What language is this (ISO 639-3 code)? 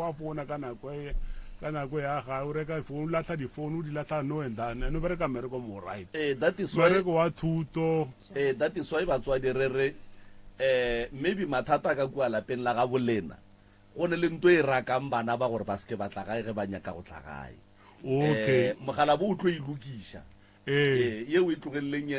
nso